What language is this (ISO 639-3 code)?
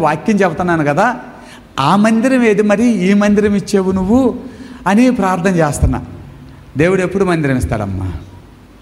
tel